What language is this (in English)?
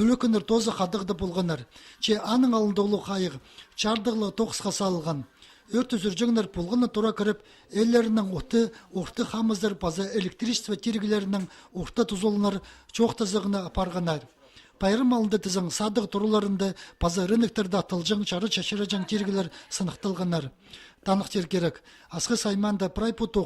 Khakas